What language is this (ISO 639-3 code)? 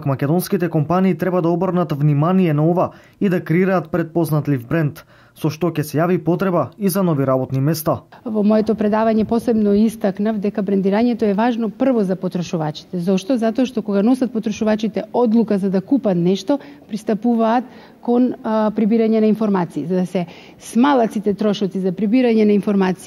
mkd